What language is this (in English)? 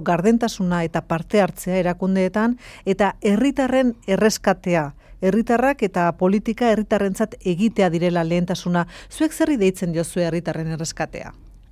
Basque